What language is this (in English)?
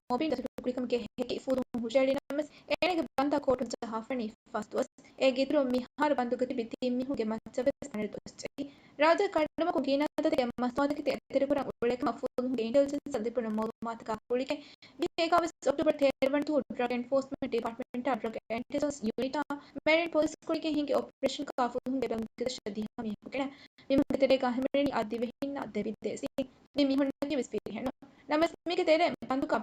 Divehi